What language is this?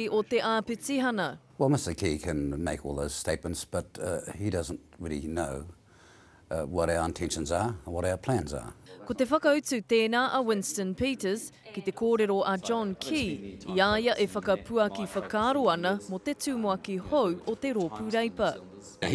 Māori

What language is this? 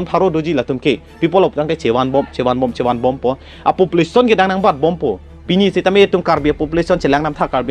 Karbi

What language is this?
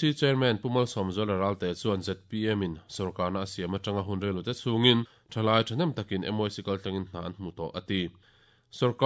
Mizo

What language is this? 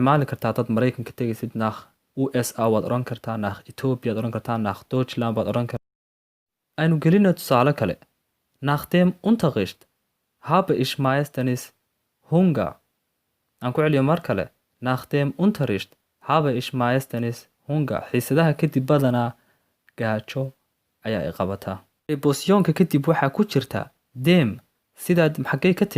Somali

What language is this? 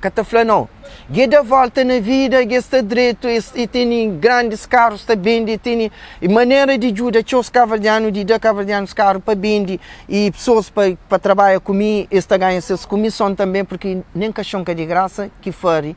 Kabuverdianu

